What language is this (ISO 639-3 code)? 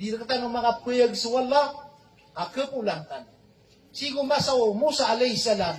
mrw